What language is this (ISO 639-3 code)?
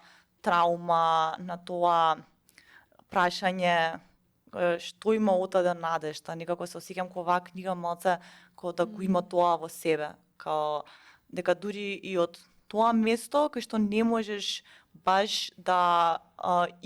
mkd